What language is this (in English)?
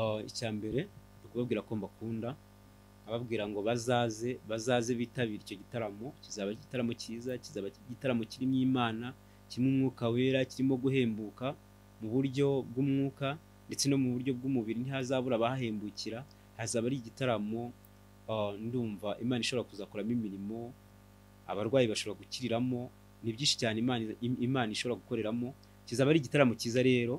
Kinyarwanda